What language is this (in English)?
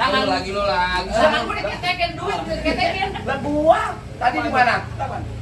Betawi